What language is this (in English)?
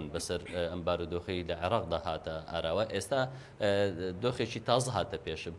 Central Kurdish